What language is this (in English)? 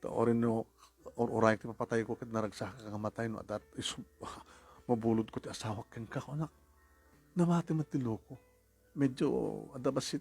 Iloko